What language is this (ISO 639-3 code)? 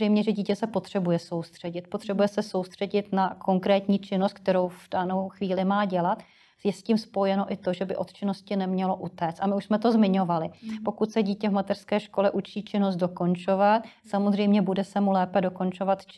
ces